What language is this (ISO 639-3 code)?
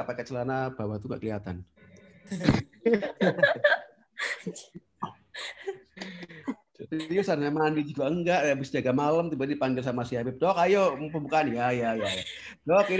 ind